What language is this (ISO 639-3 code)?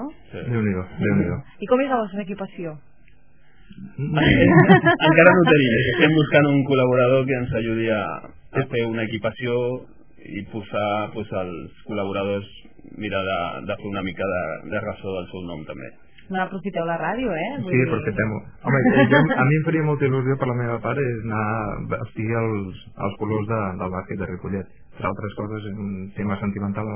cat